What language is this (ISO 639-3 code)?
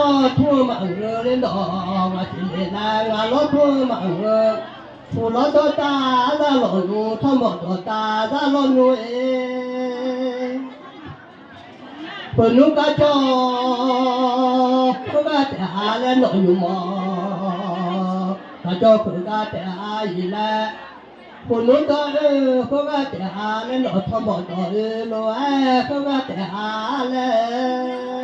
ahk